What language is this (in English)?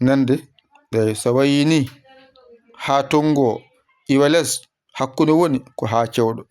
Fula